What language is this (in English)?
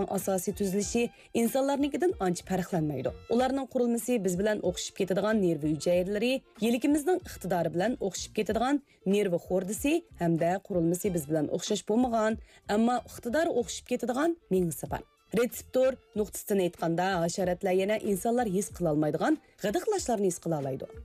Uyghur